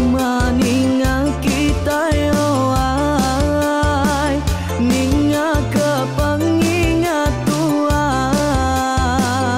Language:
Iban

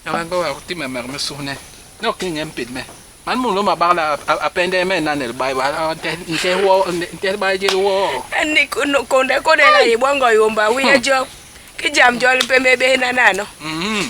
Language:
Basaa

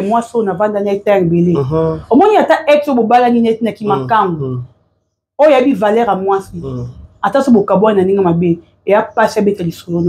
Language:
Lingala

